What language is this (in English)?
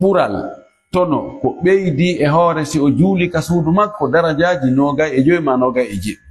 Fula